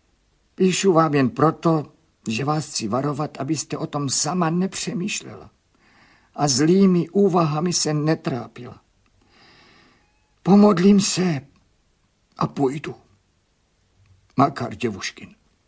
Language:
Czech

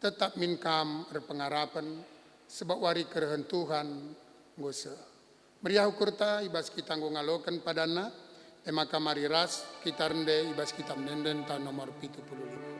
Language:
Batak Karo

